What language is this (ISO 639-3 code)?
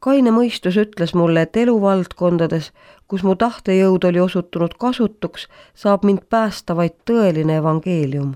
est